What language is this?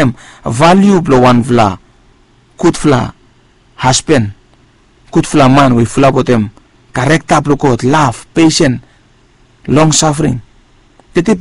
Bislama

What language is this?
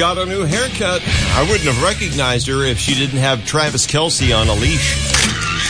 English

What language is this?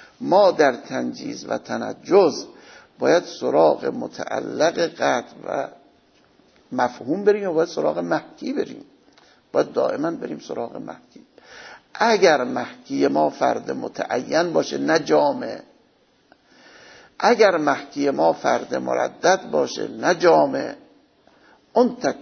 Persian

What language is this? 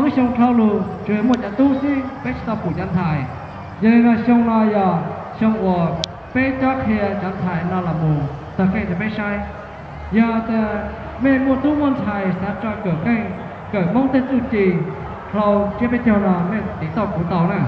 Hmong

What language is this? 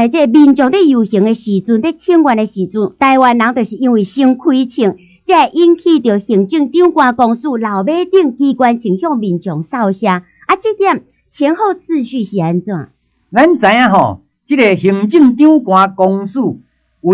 Min Nan Chinese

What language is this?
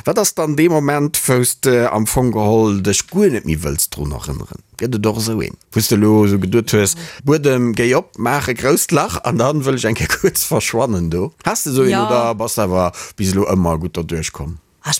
Luxembourgish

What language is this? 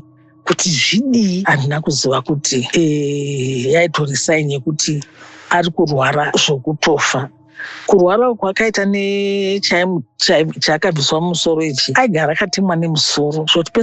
Shona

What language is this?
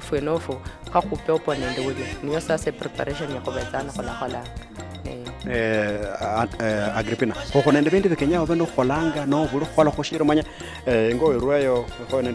Luyia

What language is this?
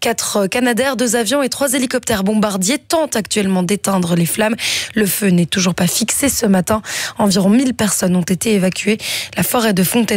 French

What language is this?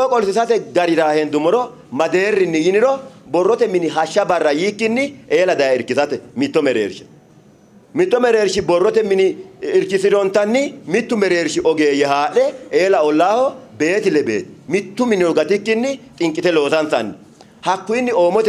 Sidamo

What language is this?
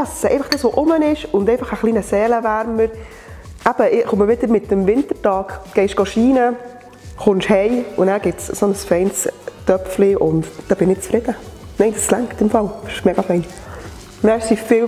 Swiss German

